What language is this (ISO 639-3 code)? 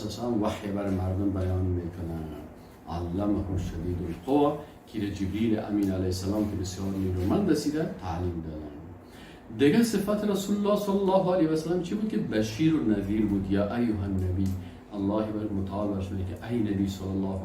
fas